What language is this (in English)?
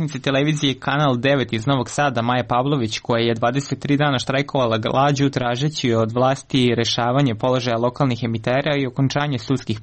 Serbian